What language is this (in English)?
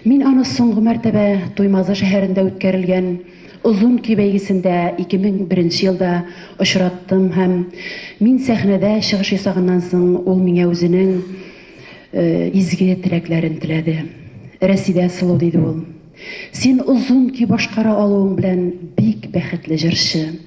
Bashkir